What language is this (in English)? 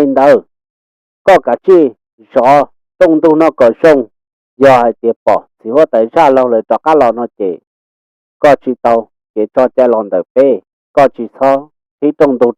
Hmong